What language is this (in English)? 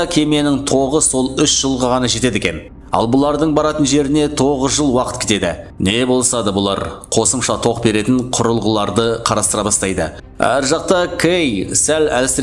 Kazakh